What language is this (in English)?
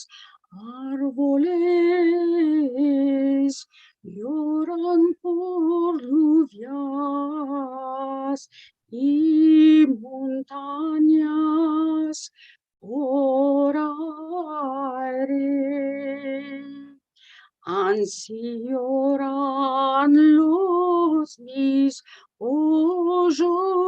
Ladino